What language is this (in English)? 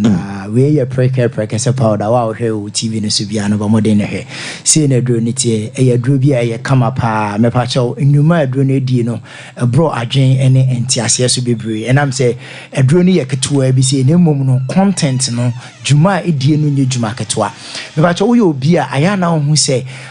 Akan